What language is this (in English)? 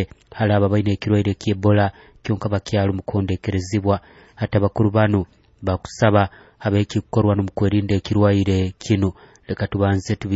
Nyoro